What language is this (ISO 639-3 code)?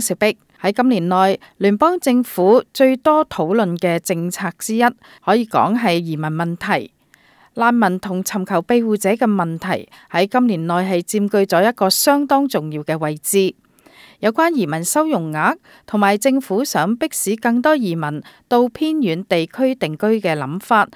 yue